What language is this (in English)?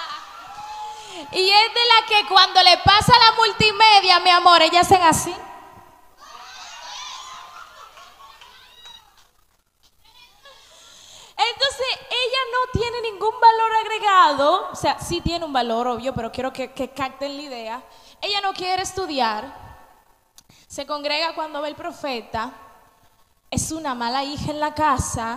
Spanish